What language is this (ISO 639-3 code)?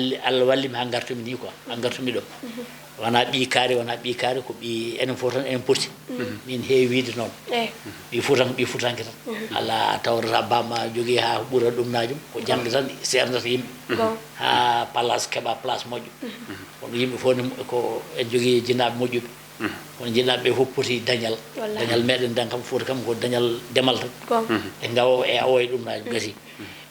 ful